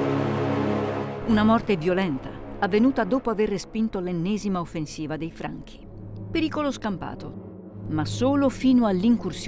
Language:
Italian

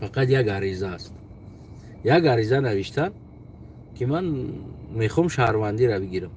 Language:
Tajik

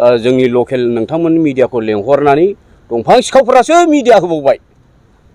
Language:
Bodo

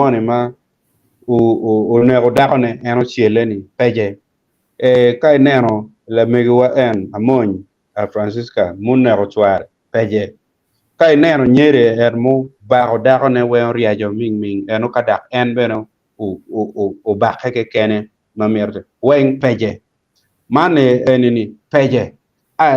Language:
Acoli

